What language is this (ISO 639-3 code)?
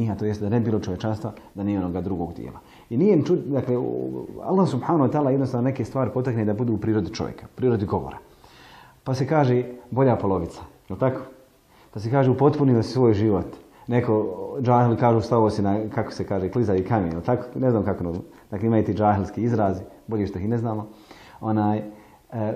bos